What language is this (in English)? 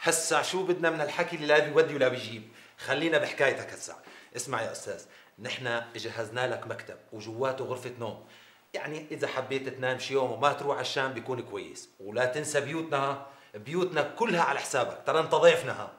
North Levantine Arabic